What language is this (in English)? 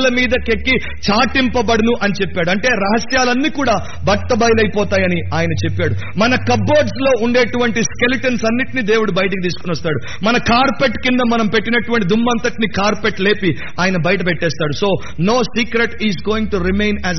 Telugu